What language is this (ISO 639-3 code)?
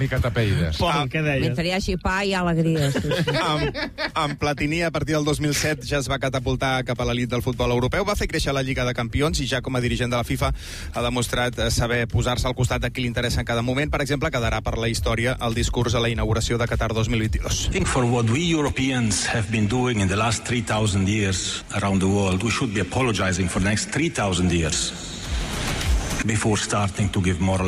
cat